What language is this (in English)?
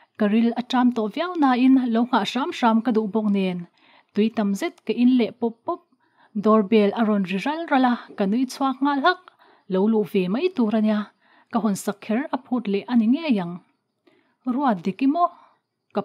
Mizo